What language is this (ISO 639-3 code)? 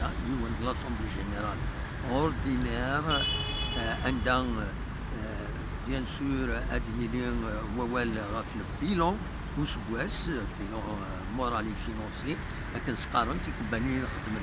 kab